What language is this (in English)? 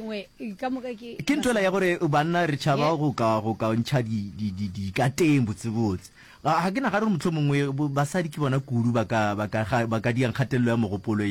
Northern Sotho